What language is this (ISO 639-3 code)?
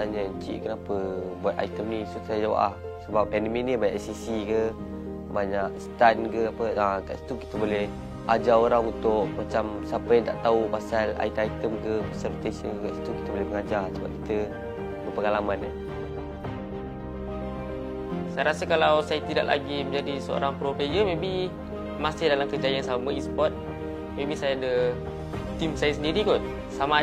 msa